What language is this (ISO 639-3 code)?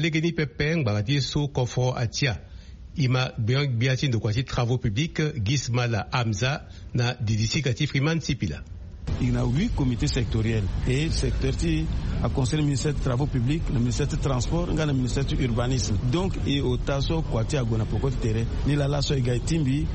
sag